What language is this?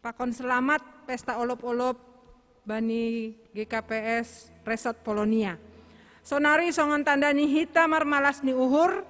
Batak Simalungun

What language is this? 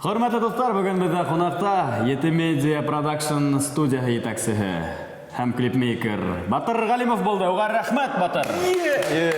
Bashkir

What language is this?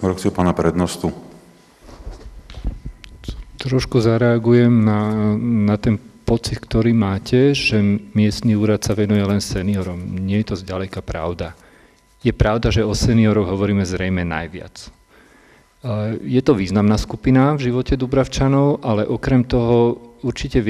Slovak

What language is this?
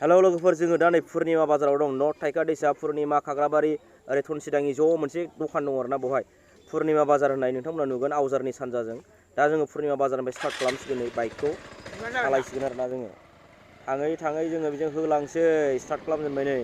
Bodo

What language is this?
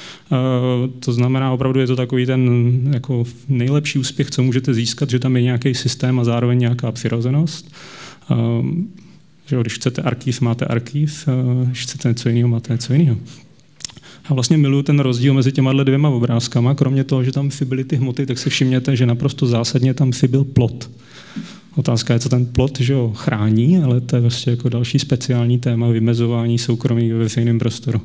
Czech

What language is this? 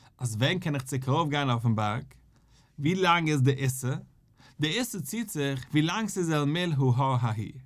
Yiddish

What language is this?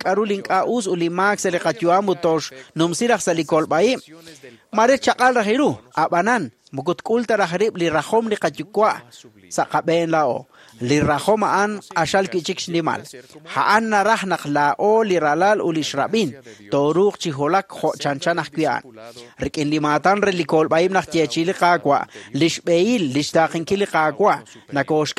Kekchí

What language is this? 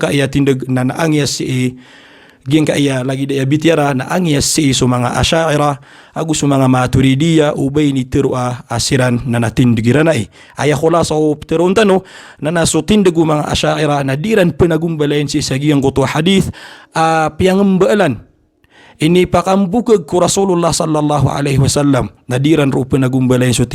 Maranao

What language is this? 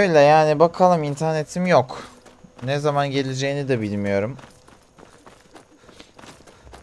Turkish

